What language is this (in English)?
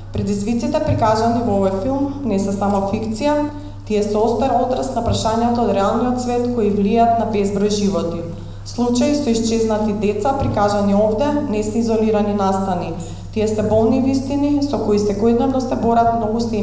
Macedonian